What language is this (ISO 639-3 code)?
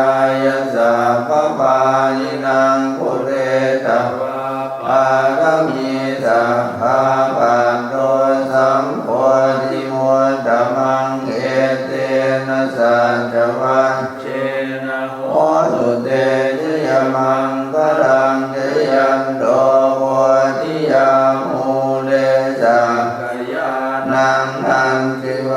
pli